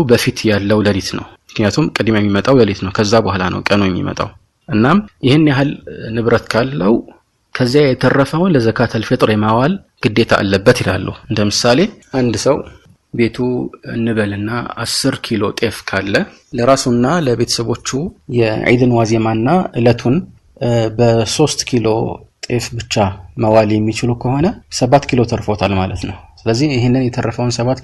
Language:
Amharic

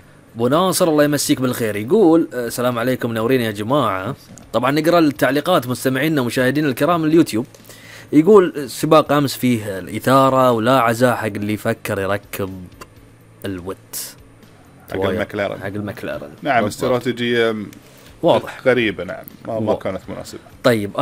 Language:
Gulf Arabic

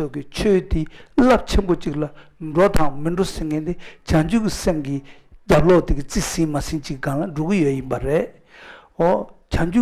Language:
Tibetan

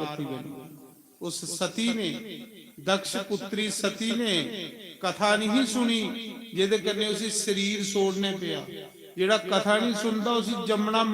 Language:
Dogri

